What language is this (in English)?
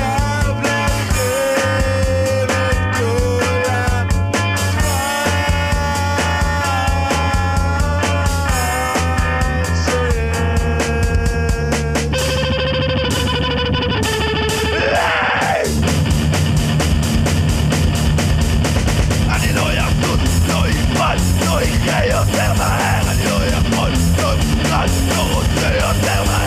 Hebrew